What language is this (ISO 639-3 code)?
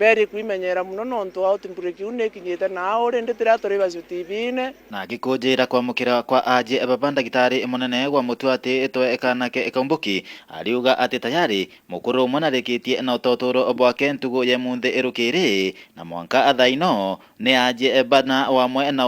mer